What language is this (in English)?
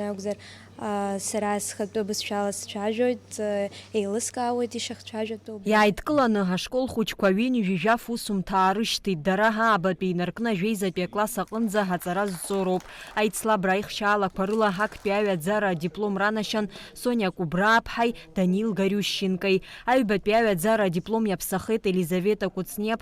Abkhazian